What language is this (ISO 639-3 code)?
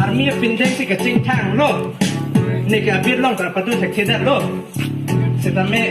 mjw